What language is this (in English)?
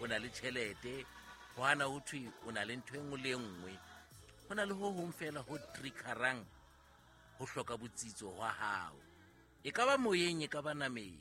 Southern Sotho